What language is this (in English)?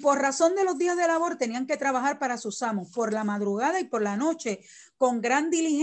Spanish